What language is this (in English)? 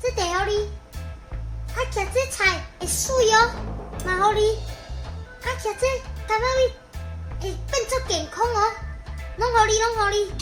Min Nan Chinese